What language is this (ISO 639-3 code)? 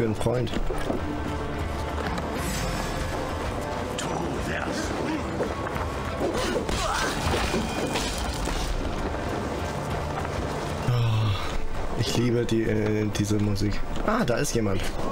deu